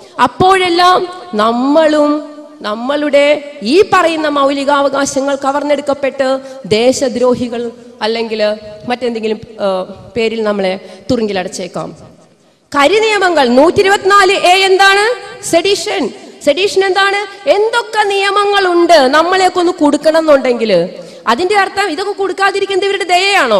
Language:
Malayalam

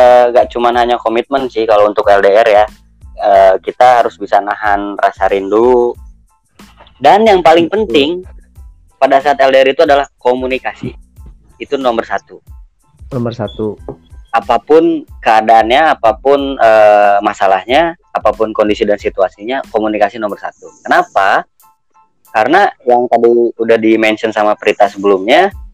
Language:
Indonesian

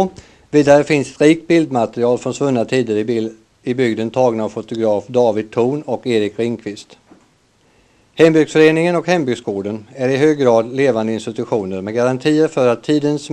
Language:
Swedish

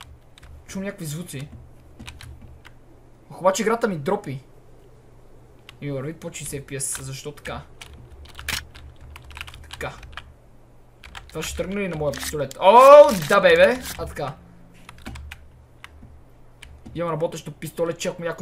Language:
Bulgarian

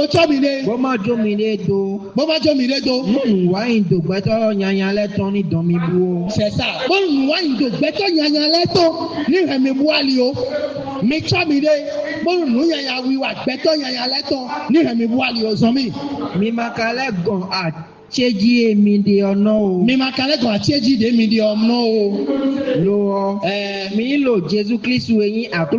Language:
Fon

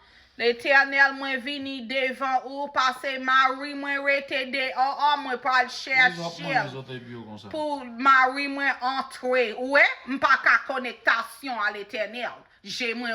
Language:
Haitian Creole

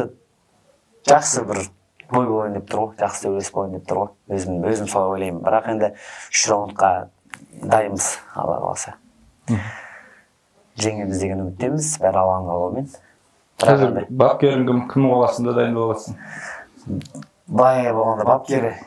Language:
Kazakh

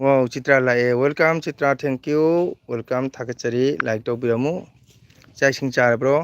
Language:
Manipuri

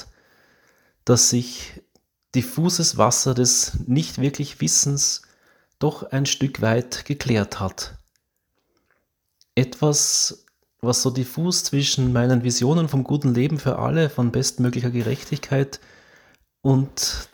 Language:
German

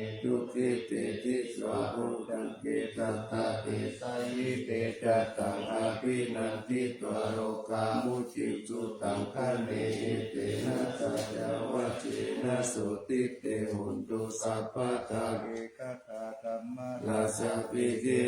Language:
Pali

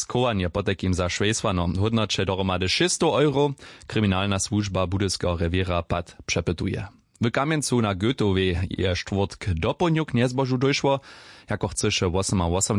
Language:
Upper Sorbian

